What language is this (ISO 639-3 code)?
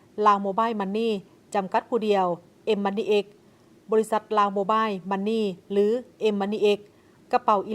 lao